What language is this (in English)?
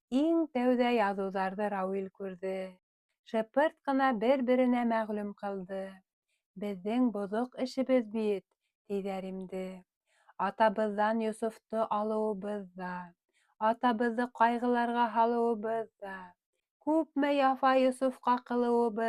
Bashkir